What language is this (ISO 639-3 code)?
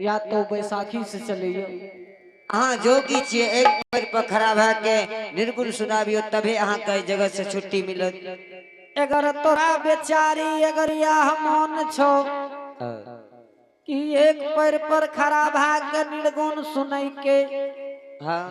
anp